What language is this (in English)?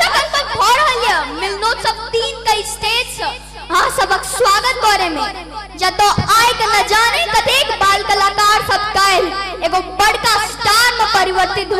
Maithili